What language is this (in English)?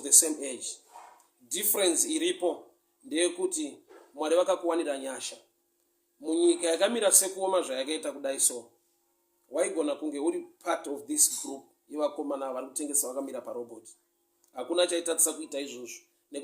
Shona